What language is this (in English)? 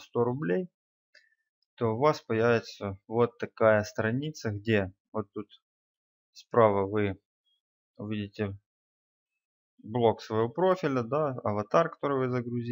Russian